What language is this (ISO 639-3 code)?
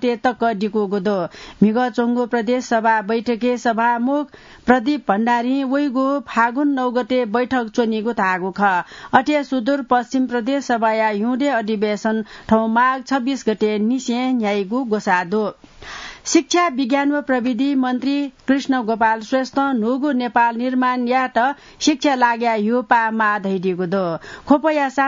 new